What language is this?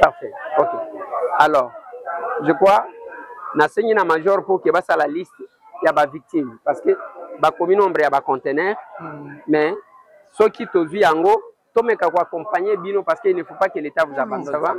Lingala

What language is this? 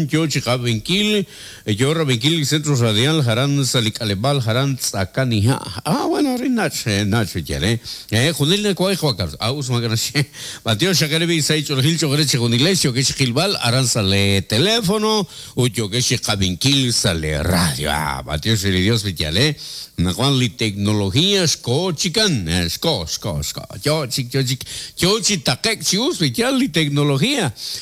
Kekchí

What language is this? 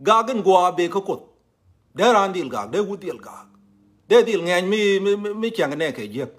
Nuer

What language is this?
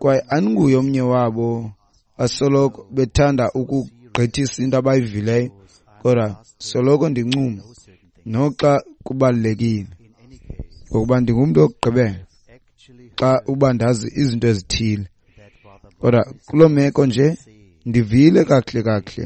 Xhosa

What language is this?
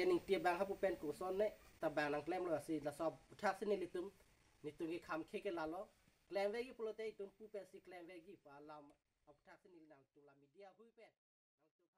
Karbi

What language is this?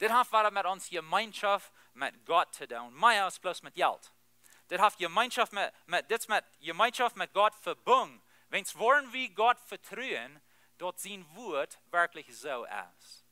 Plautdietsch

